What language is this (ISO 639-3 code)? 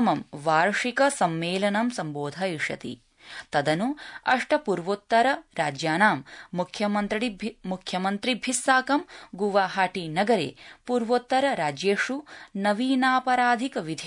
san